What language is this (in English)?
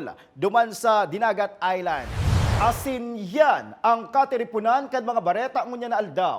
Bikol